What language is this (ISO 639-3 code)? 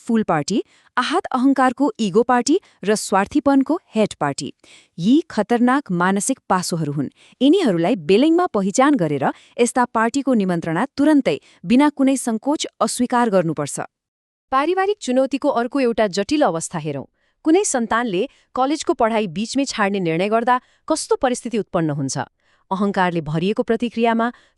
nep